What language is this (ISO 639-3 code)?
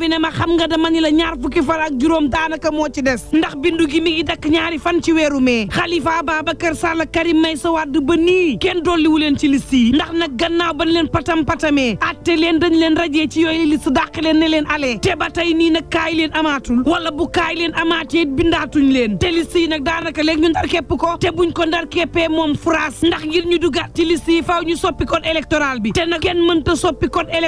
wol